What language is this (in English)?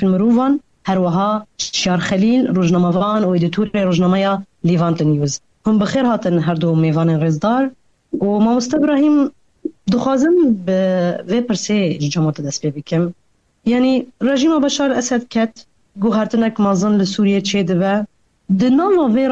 Kurdish